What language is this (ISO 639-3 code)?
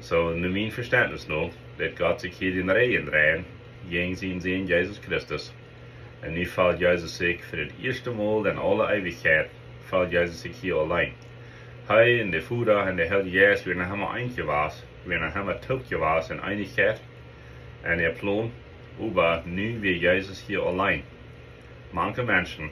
pdt